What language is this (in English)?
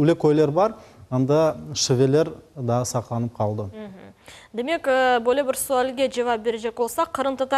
Crimean Tatar